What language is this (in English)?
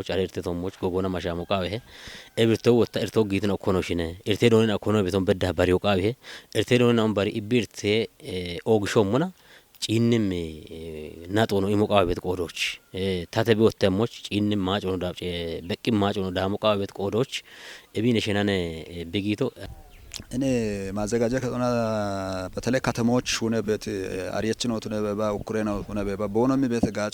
Kafa